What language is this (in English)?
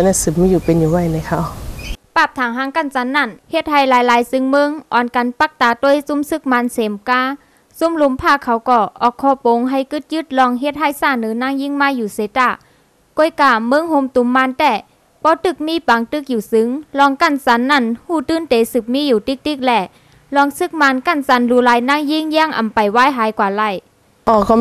Shan